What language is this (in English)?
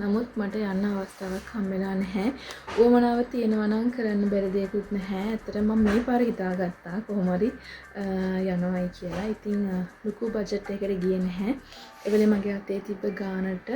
Sinhala